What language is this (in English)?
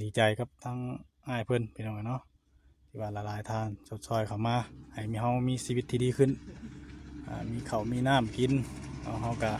Northeastern Thai